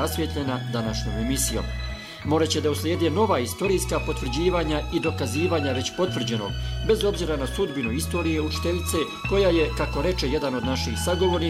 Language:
Bosnian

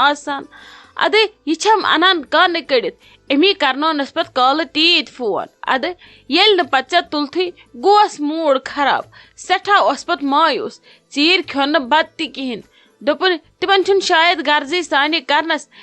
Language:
Kashmiri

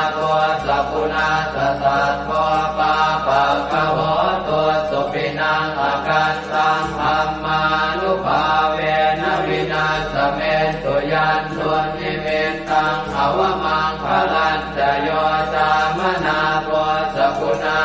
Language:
Pali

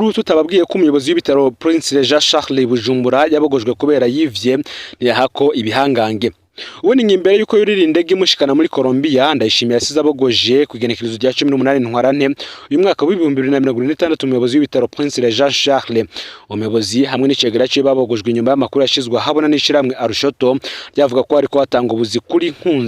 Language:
Rundi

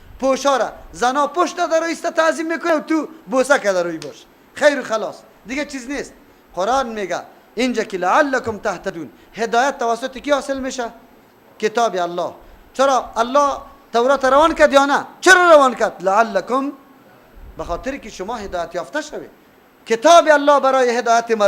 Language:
Persian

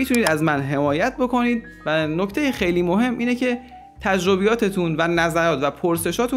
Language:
Persian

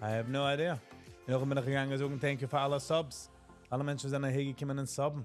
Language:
Yiddish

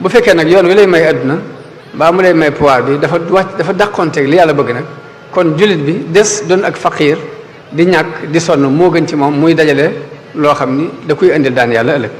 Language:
Wolof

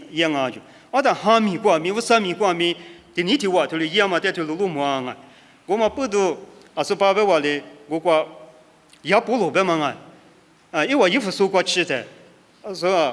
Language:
Lisu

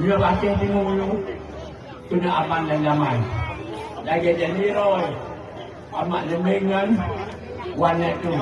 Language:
Achinese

